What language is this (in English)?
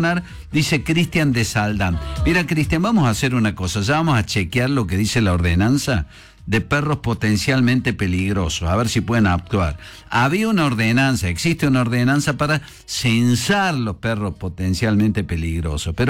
Spanish